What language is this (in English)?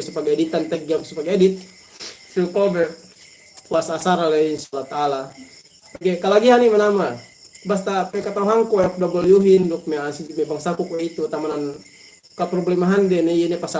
Yakan